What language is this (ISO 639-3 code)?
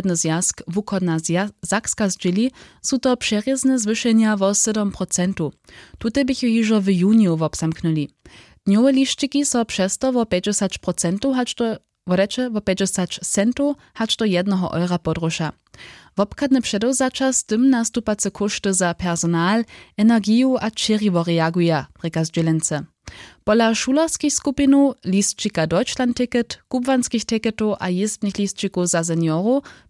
hsb